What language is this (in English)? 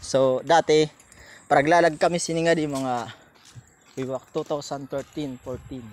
Waray